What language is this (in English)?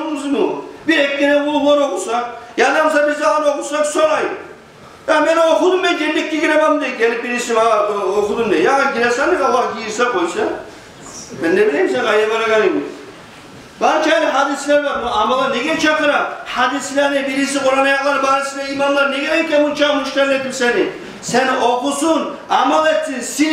Kumyk